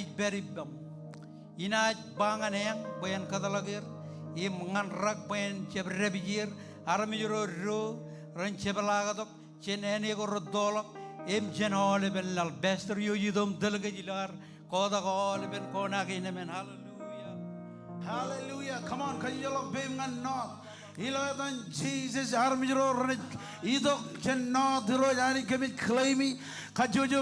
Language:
Marshallese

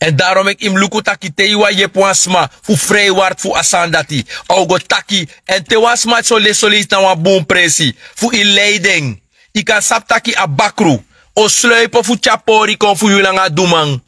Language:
Sranan Tongo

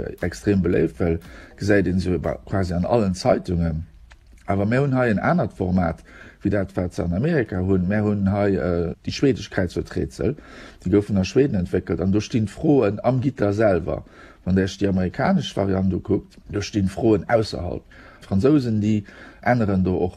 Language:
Luxembourgish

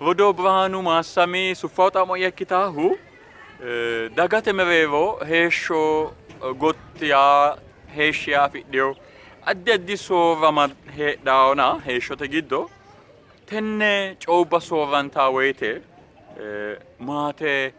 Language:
Sidamo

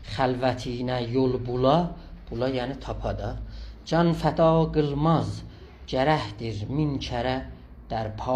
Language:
South Azerbaijani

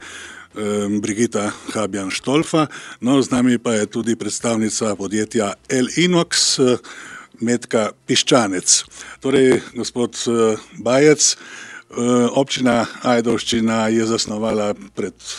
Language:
Slovenian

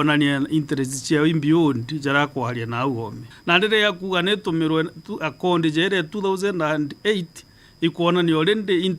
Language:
Meru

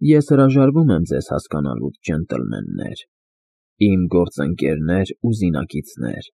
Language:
Armenian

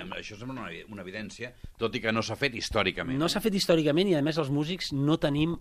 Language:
Catalan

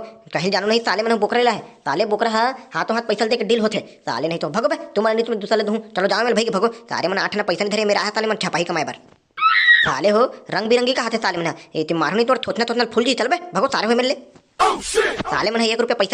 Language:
Chhattisgarhi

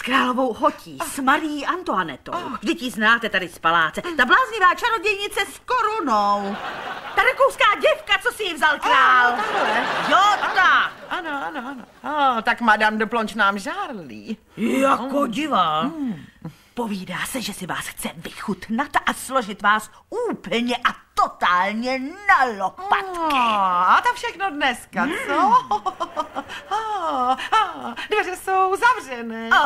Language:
Czech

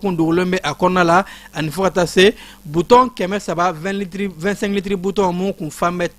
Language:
Bambara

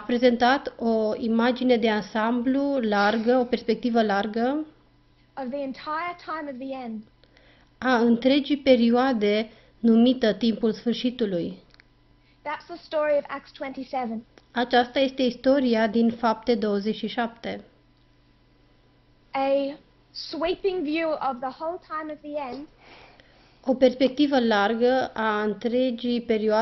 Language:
Romanian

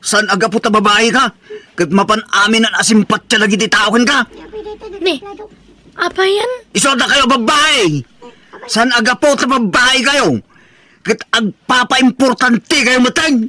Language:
Iloko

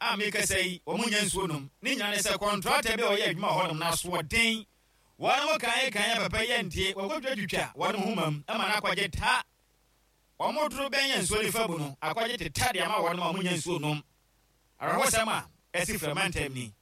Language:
Akan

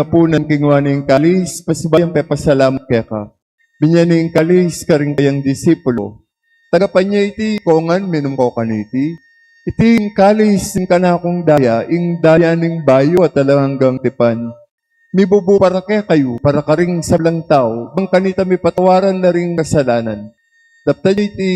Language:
Pampanga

